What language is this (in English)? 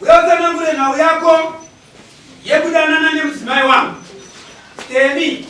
Shona